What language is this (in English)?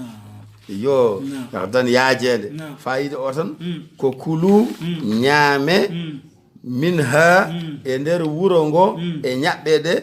Fula